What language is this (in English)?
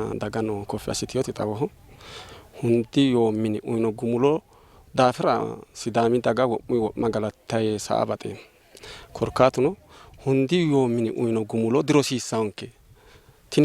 Sidamo